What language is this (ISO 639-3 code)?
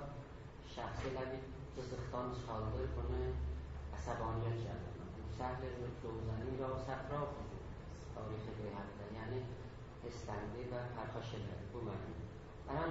azb